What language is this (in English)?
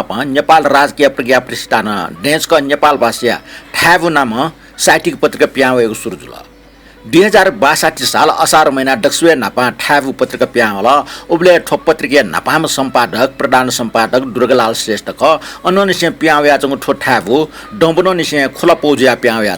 Newari